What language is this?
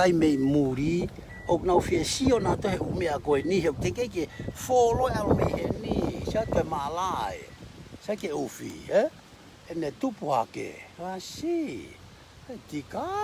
Tongan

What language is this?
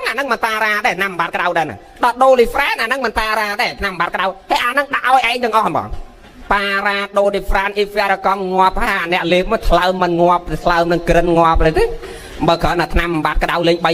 Khmer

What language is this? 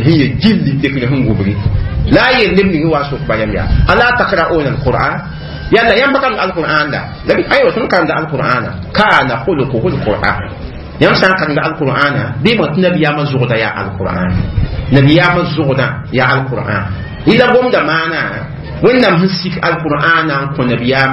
Mossi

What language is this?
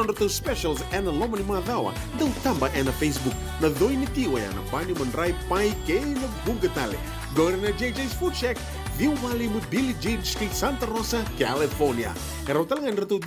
Fijian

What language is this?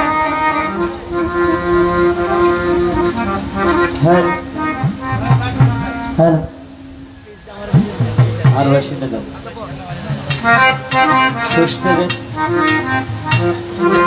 Bangla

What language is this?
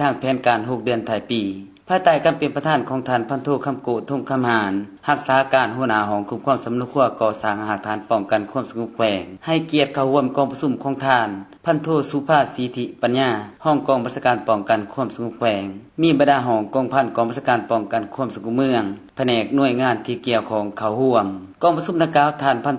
Lao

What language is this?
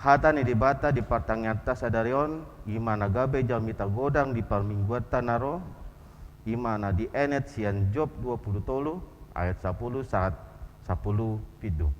Batak Toba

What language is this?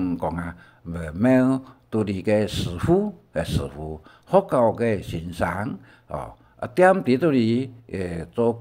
Hakka Chinese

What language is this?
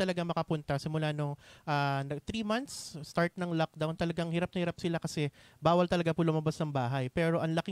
Filipino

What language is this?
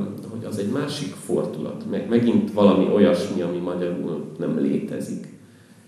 Hungarian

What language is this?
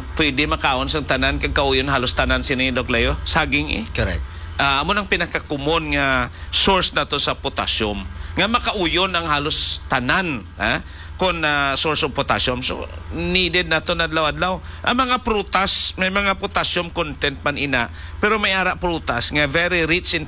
Hiligaynon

